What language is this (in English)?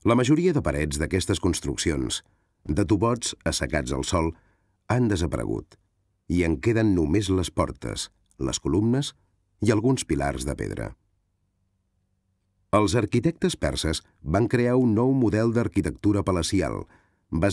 Catalan